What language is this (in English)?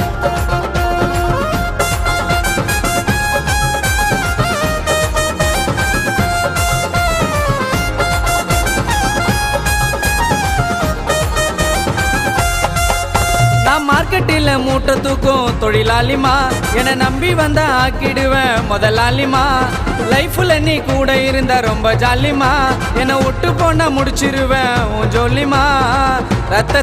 Tamil